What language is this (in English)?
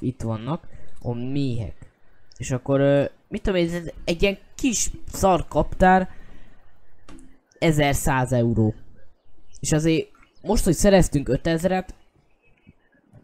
Hungarian